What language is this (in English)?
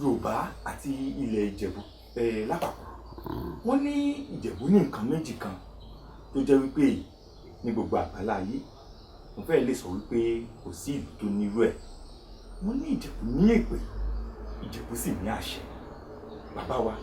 Yoruba